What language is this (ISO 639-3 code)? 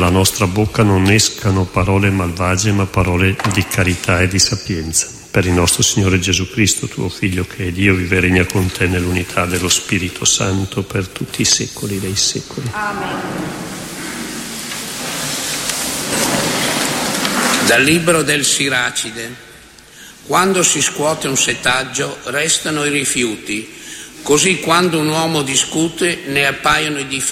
ita